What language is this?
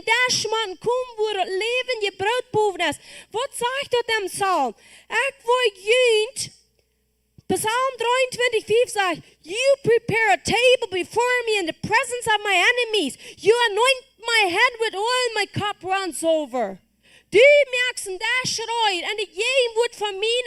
Plautdietsch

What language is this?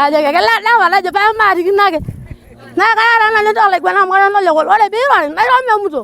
Masai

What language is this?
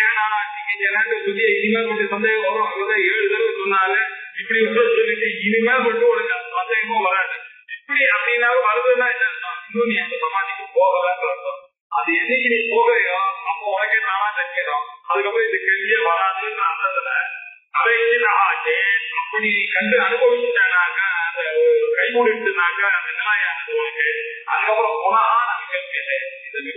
Tamil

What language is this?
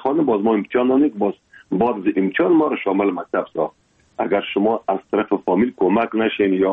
Persian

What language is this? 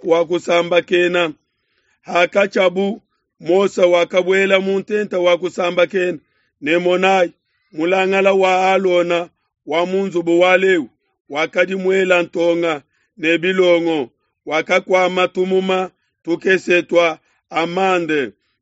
Luba-Lulua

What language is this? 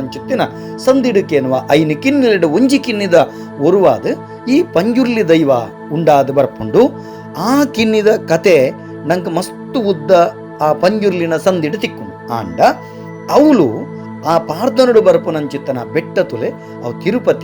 Tulu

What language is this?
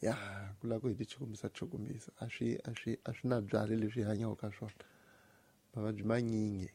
Tsonga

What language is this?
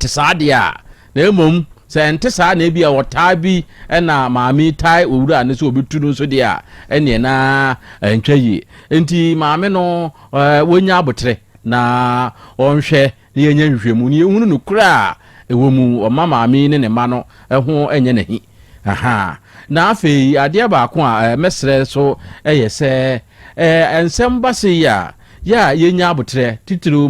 Akan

